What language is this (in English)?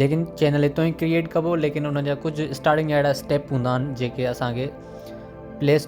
Sindhi